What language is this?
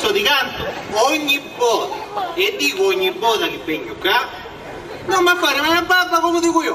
Sicilian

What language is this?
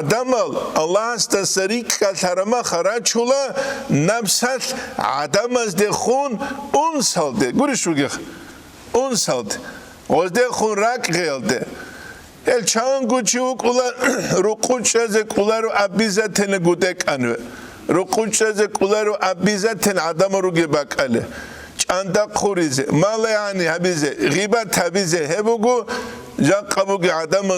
Avaric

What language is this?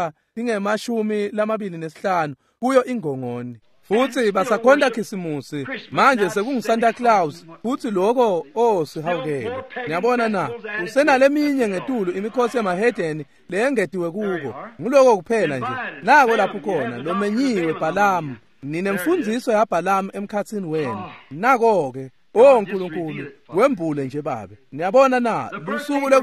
Swati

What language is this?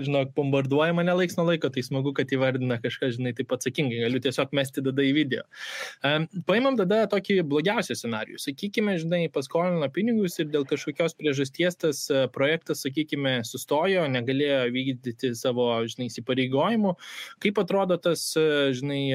Lithuanian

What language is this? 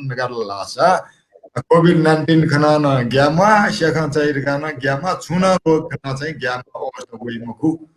Newari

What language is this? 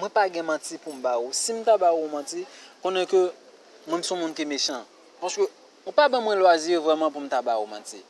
Haitian Creole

